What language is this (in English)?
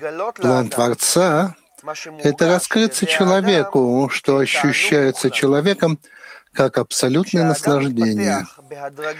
Russian